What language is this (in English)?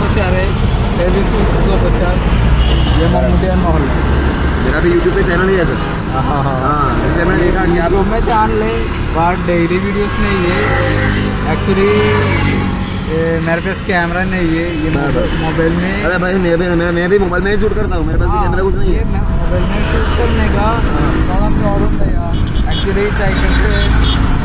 Hindi